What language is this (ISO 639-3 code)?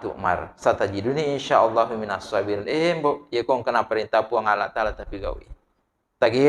bug